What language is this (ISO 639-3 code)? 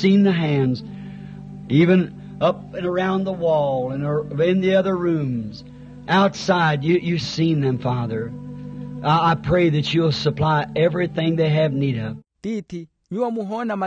vmw